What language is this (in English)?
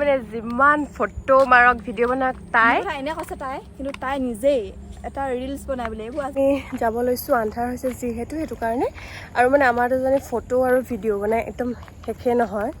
Assamese